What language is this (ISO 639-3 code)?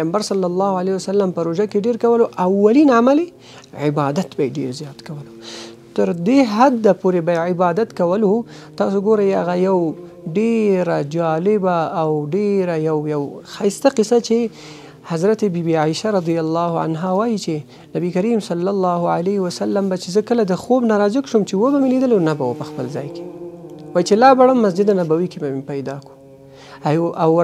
pus